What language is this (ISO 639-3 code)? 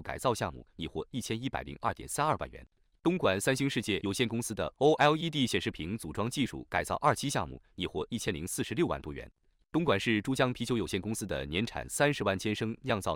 zho